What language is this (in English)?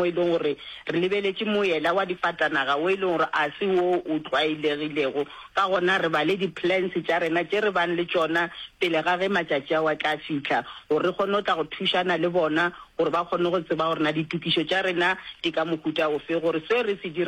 Northern Sotho